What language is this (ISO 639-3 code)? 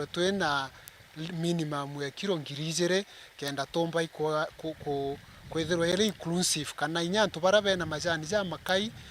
mer